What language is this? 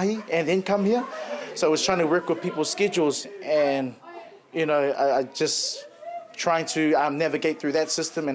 Māori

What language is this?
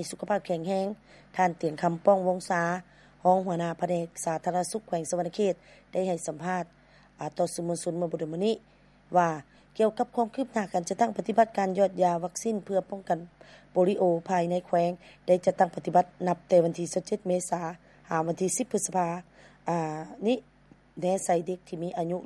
Lao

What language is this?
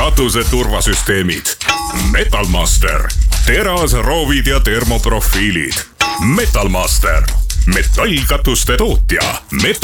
Estonian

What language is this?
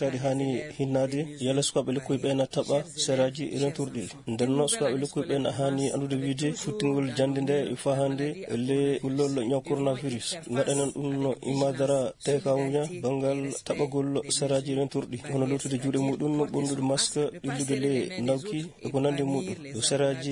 Fula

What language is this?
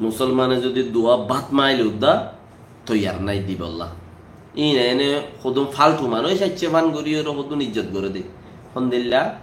Rohingya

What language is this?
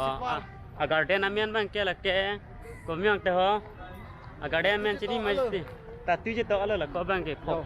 Karbi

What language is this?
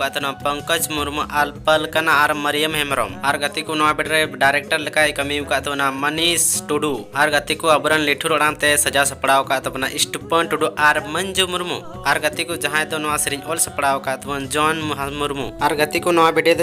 Santali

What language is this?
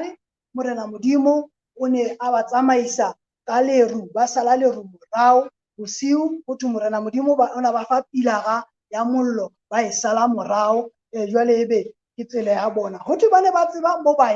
Southern Sotho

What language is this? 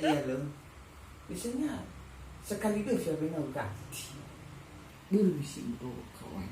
Nias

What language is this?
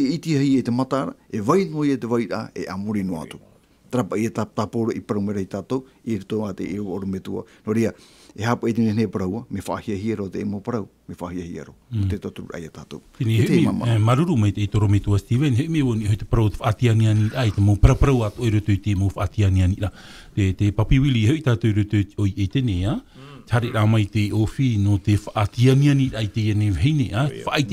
Tahitian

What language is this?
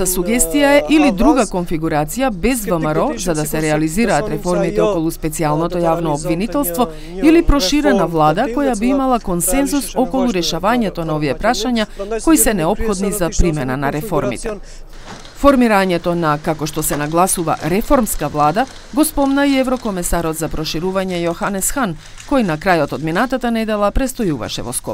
Macedonian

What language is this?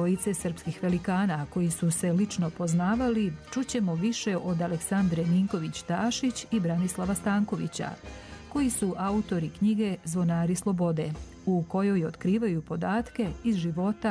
Serbian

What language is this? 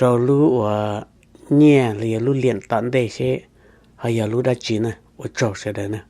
Hmong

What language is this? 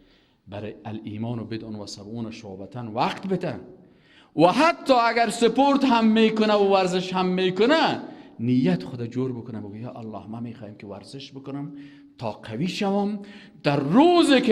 Persian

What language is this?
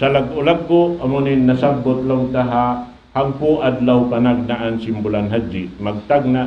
Tausug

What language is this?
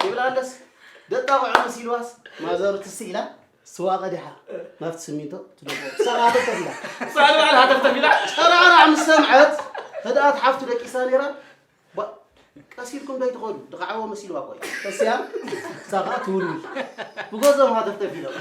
Tigrinya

